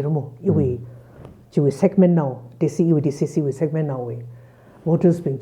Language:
Tangkhul Naga (India)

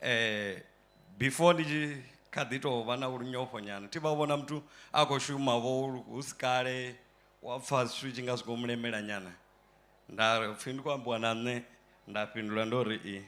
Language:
Venda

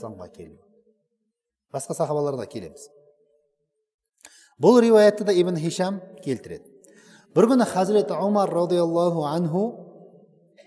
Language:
Kazakh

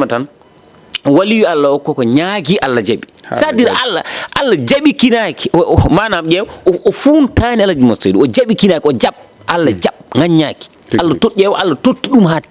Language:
Fula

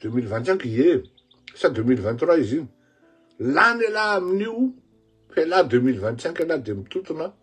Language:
Malagasy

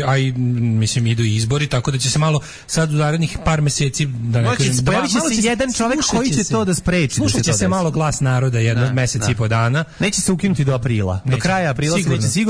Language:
Serbian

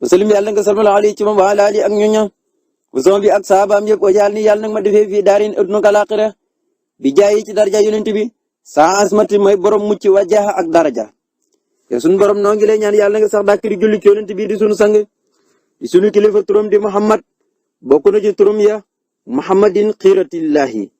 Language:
Wolof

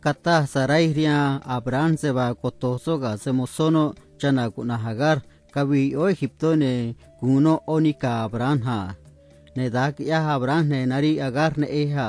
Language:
Copala Triqui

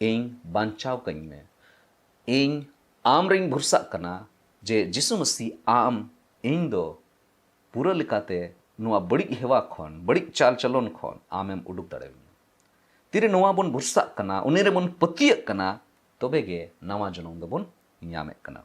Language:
Santali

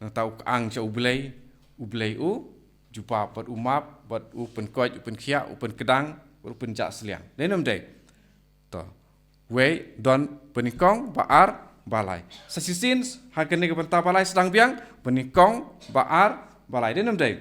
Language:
Khasi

